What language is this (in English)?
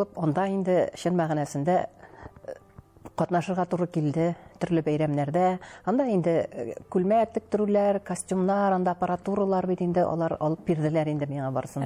Tatar